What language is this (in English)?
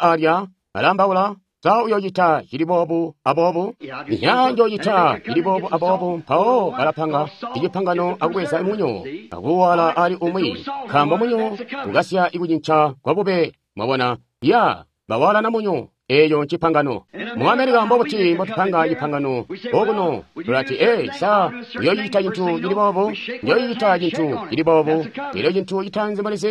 Tonga (Zambia)